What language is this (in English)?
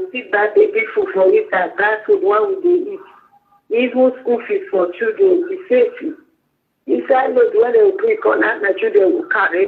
Nigerian Pidgin